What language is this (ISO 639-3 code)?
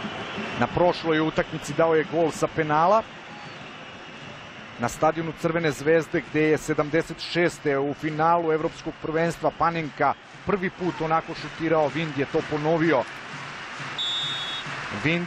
srp